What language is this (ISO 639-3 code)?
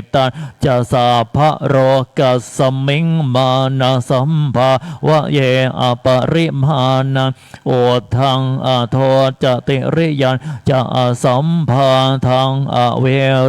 pli